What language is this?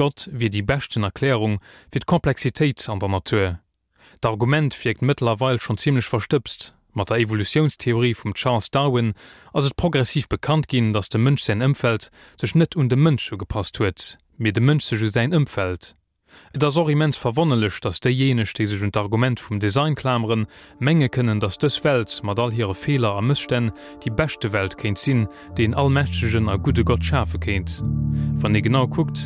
Luxembourgish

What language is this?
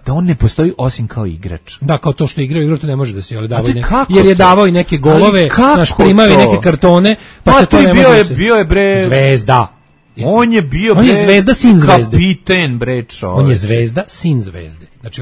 Serbian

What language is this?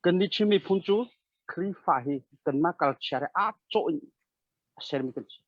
Hakha Chin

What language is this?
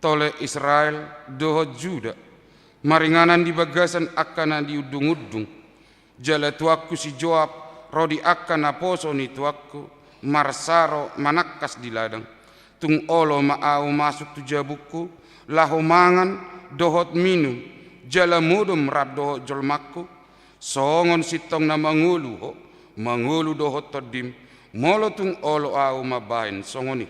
Batak Toba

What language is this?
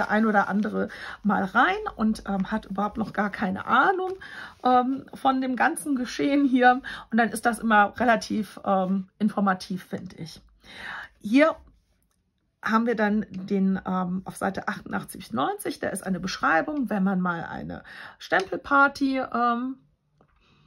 German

